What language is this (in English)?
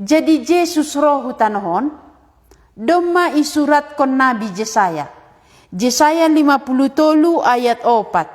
Batak Simalungun